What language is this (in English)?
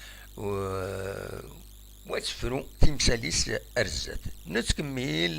Kabyle